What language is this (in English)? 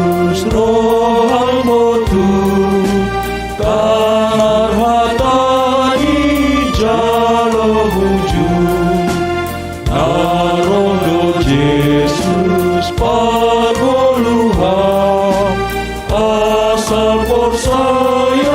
Batak Simalungun